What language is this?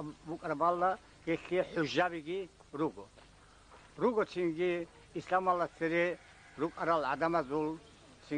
Avaric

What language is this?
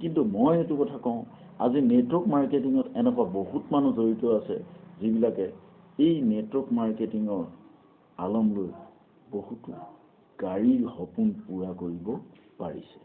Assamese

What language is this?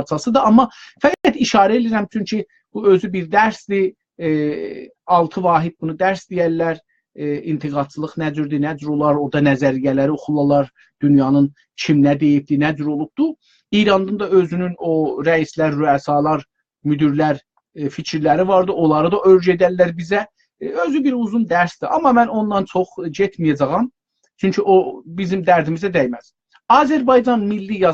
South Azerbaijani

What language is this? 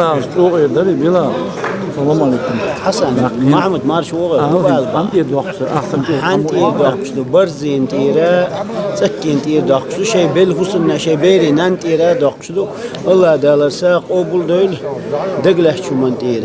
Chechen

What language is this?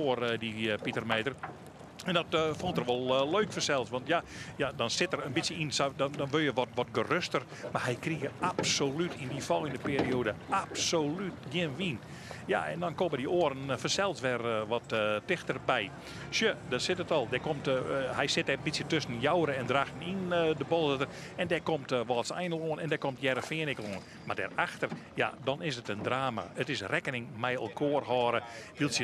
Western Frisian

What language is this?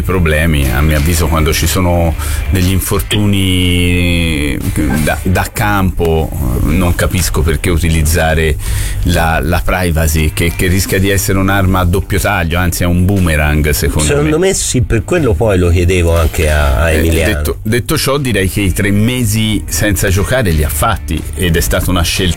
Italian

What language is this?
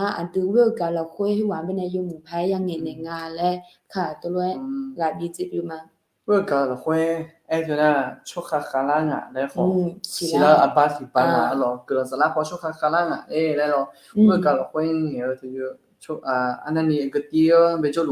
Akha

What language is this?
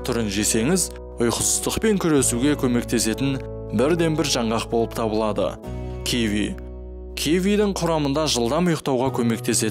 Kazakh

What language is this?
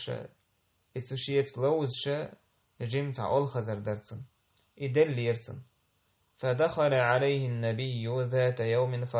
Chechen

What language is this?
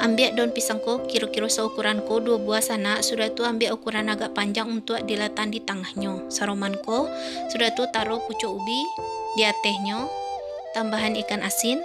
Minangkabau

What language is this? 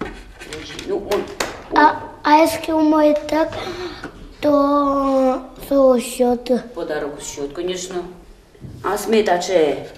Udmurt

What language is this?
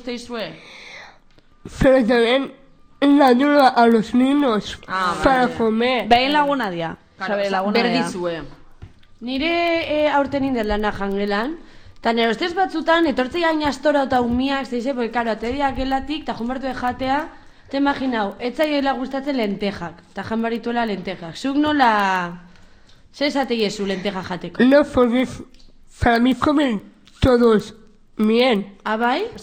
Basque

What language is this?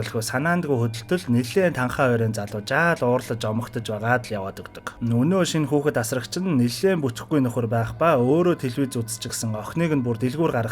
Mongolian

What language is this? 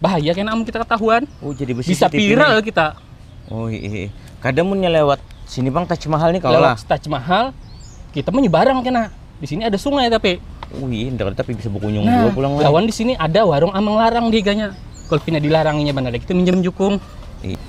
Banjar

